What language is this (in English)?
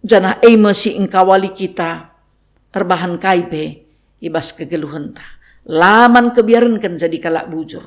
Batak Karo